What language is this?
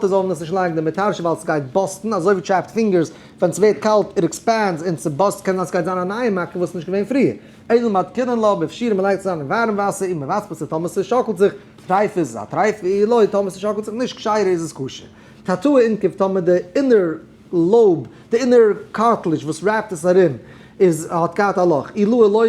Yiddish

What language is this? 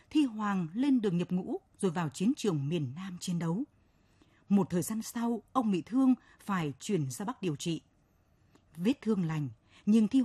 Vietnamese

